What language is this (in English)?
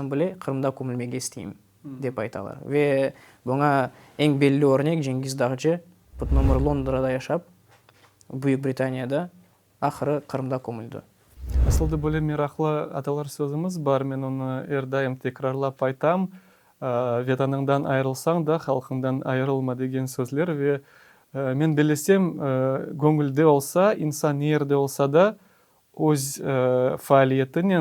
Crimean Tatar